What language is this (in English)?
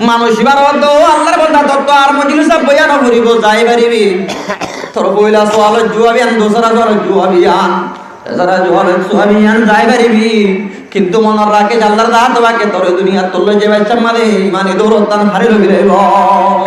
Rohingya